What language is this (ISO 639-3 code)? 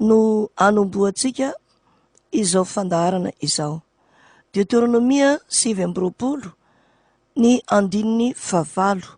mlg